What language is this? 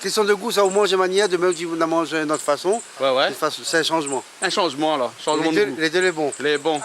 Réunion Creole French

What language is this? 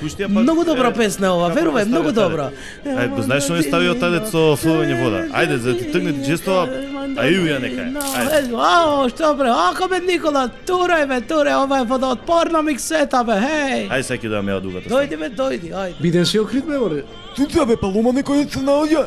Macedonian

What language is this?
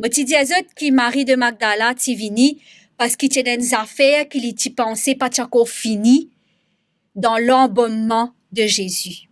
Morisyen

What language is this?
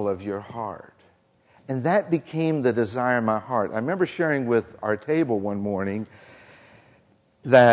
English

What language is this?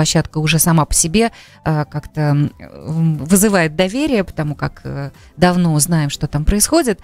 Russian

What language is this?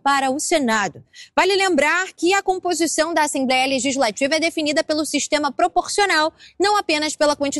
Portuguese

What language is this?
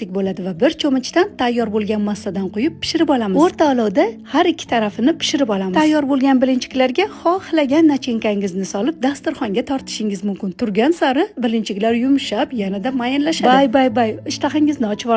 Uzbek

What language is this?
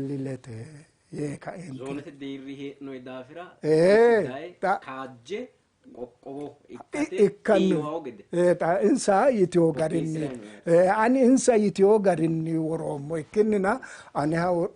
Sidamo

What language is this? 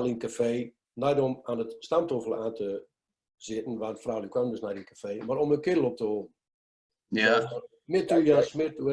Gronings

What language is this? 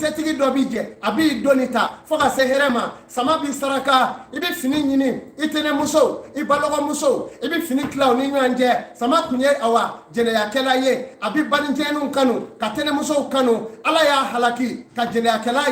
Bambara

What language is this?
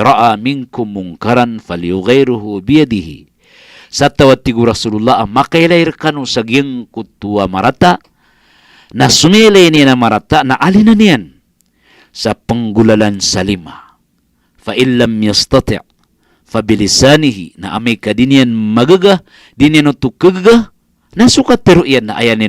Maranao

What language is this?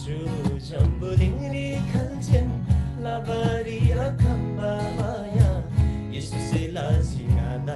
Eastern Tamang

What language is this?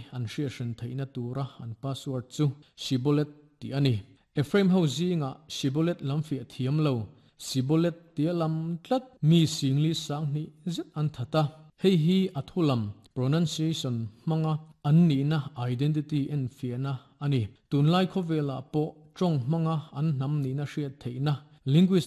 Mizo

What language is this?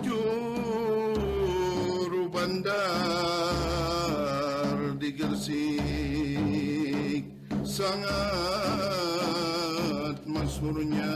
Banjar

